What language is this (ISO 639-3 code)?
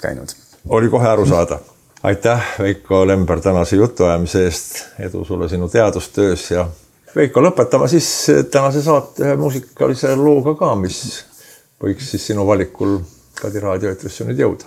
est